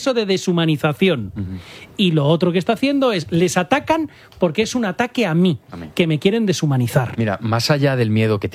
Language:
Spanish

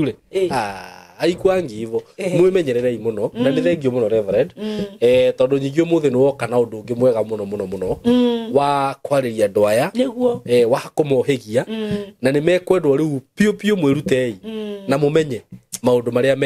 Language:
Kikuyu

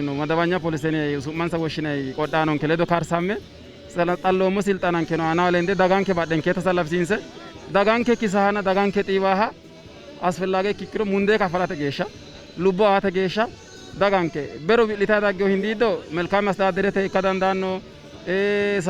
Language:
Sidamo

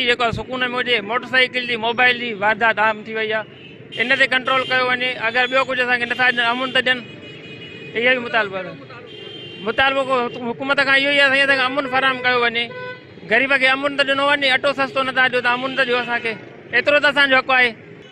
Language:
Sindhi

